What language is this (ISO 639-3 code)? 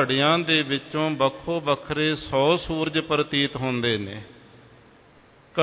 pan